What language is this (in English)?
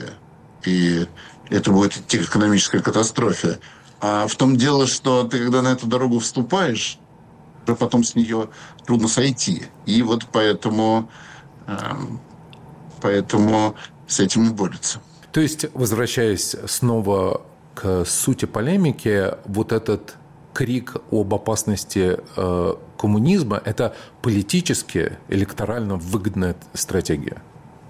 Russian